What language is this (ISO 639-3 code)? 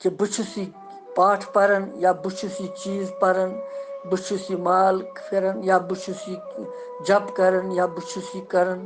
kas